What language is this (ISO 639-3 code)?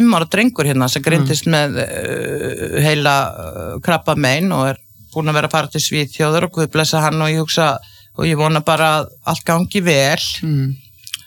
isl